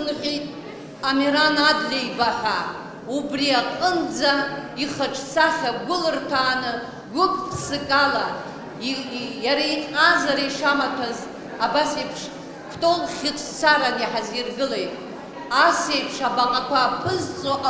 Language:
Abkhazian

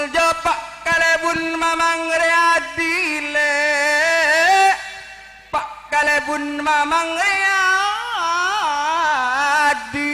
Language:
Madurese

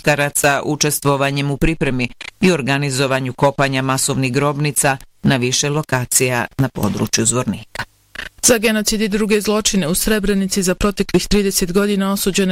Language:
Bosnian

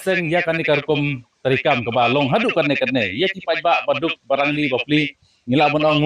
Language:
Khasi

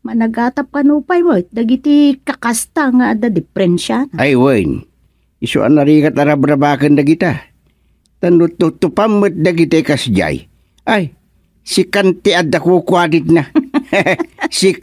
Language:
Iloko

